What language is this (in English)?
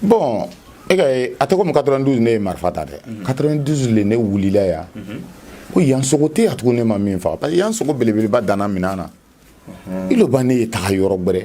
Bambara